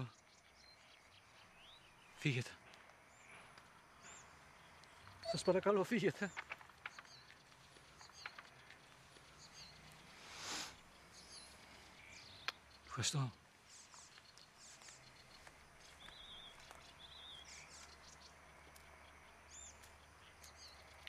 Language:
Greek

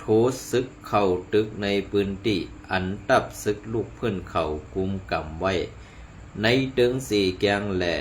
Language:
Shan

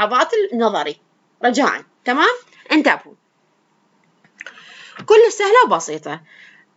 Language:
Mesopotamian Arabic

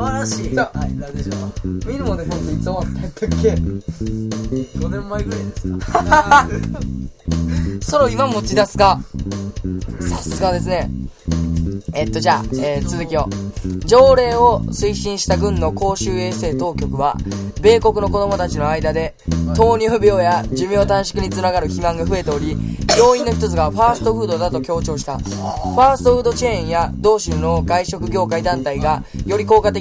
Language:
Japanese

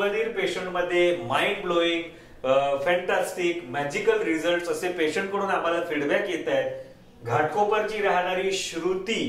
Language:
Marathi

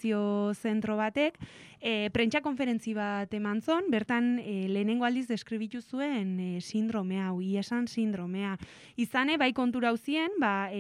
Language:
Basque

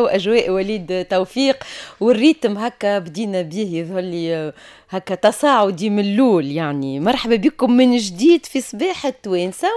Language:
Tunisian Arabic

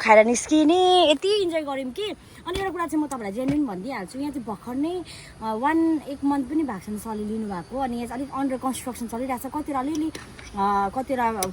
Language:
Nepali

